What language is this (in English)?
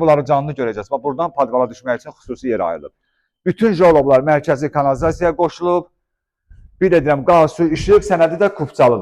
Azerbaijani